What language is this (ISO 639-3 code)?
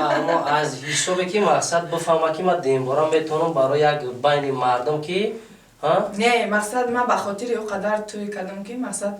tgk